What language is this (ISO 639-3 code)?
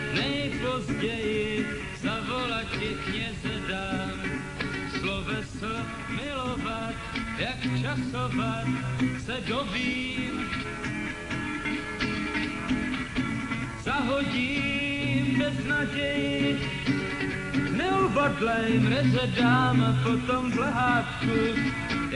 ces